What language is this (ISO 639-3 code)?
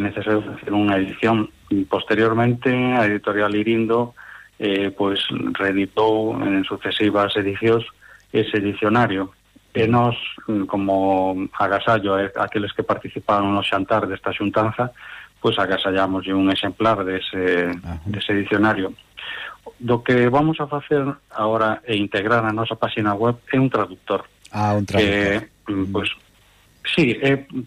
glg